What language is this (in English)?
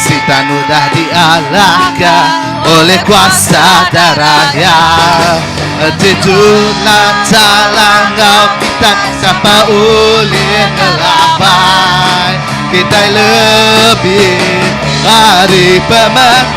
Iban